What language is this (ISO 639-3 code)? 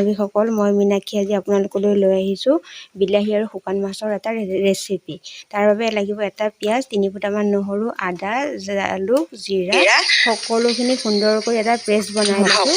asm